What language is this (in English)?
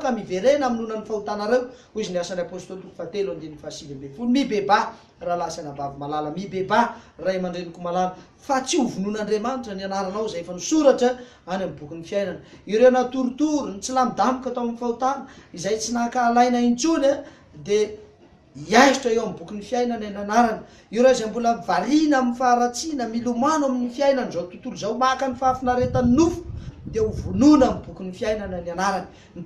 Malagasy